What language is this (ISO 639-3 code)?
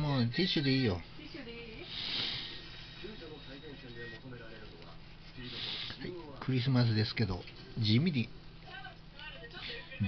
jpn